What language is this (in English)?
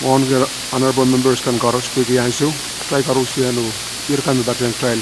Pohnpeian